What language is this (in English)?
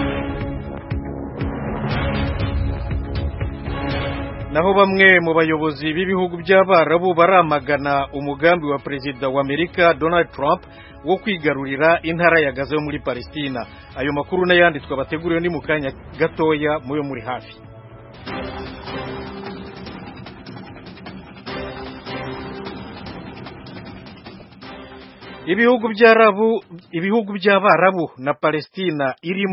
Kinyarwanda